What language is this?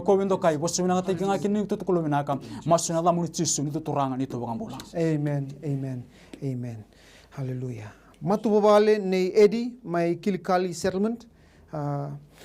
Fijian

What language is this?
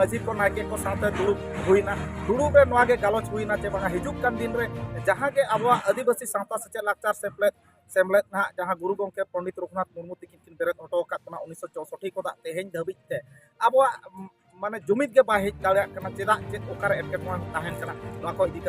Santali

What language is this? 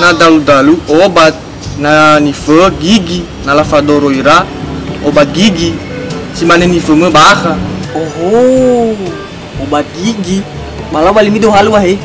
Nias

